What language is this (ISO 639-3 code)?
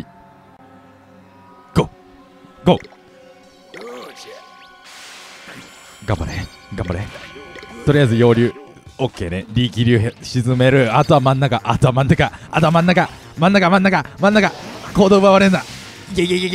jpn